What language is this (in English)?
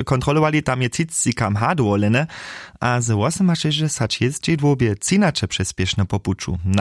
Upper Sorbian